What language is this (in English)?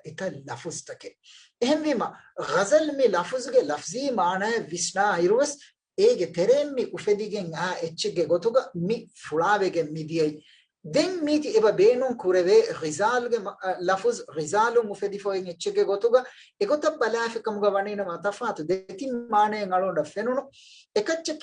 Divehi